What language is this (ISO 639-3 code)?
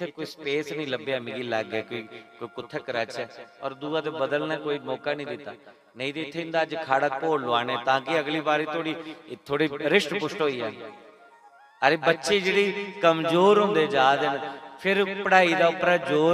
doi